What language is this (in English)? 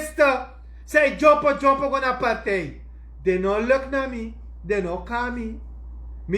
Sranan Tongo